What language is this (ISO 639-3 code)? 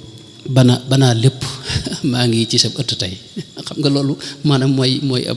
wol